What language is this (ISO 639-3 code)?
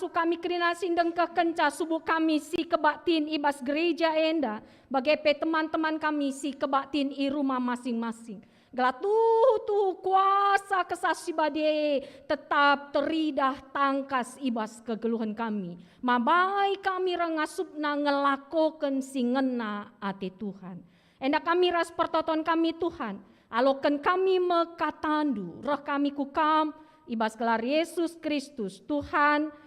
btx